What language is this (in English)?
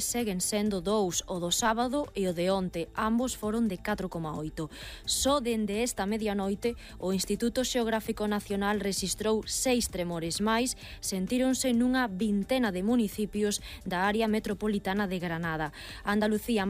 Galician